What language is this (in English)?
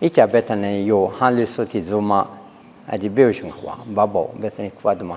Lisu